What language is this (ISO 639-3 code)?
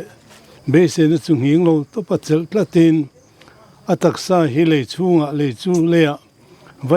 lus